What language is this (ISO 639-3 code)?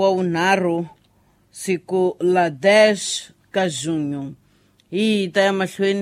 tso